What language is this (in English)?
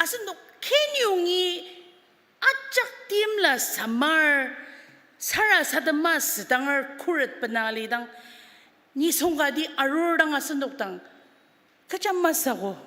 Ao Naga